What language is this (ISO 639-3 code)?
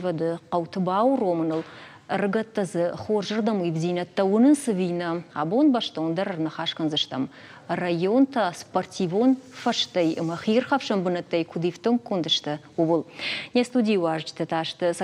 oss